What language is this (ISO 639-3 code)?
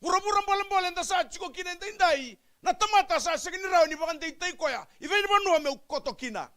fij